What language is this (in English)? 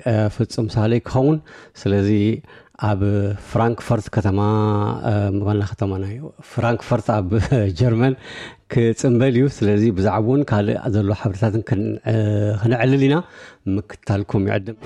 Tigrinya